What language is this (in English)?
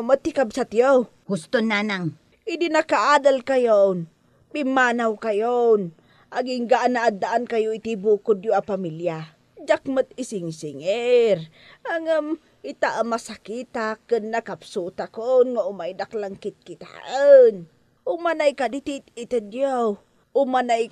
Iloko